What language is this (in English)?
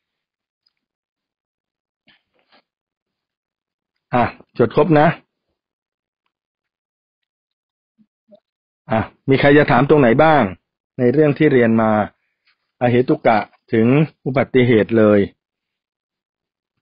Thai